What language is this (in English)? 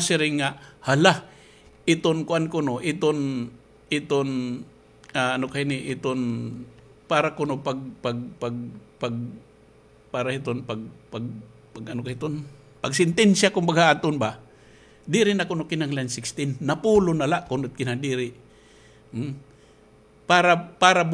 Waray